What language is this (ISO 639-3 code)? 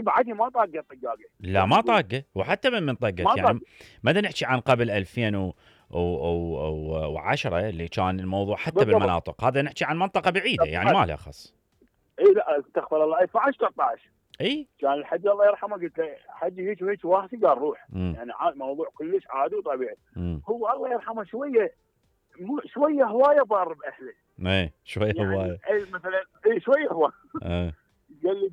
acm